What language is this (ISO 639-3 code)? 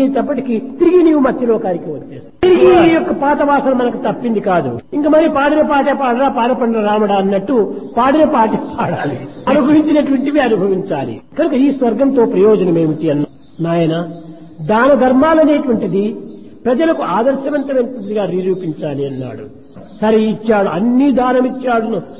tel